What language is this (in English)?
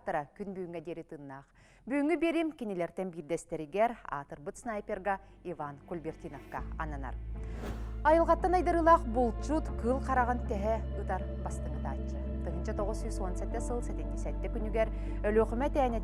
Yakut